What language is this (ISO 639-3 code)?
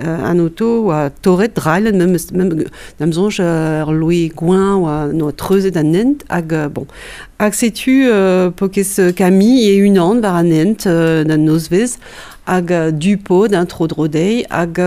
bre